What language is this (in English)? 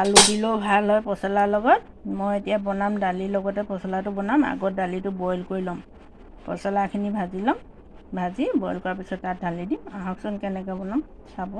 Assamese